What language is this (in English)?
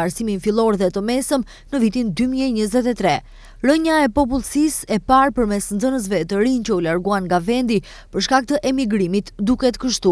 Albanian